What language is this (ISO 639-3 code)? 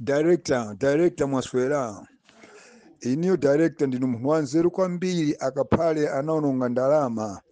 nya